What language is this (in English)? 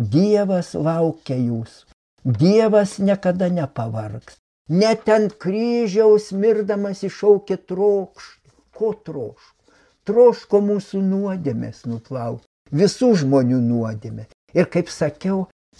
Lithuanian